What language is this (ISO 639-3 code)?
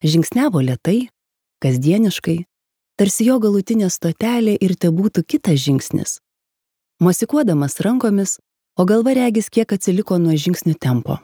lit